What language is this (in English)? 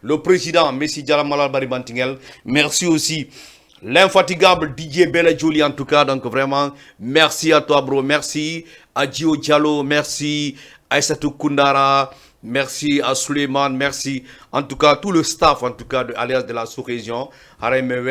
Fula